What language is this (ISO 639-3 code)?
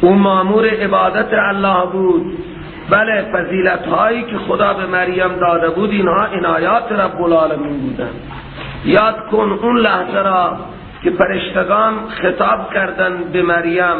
fas